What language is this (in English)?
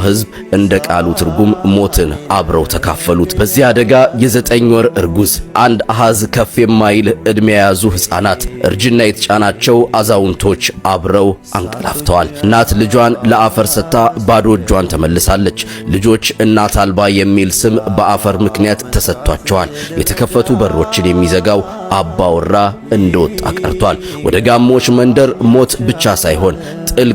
Amharic